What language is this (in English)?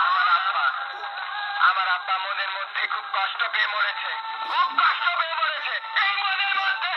Sylheti